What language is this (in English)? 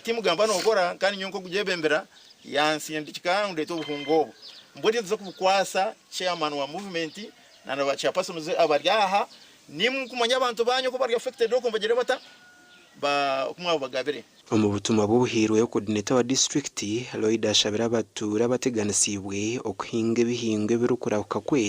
Nyankole